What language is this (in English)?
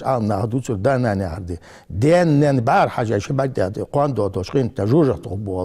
Ingush